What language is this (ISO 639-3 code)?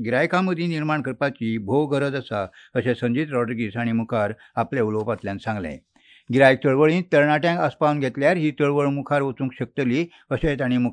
kok